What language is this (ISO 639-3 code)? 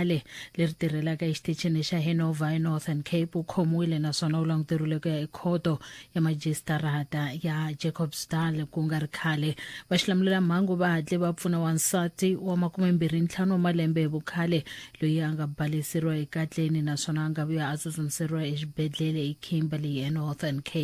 tso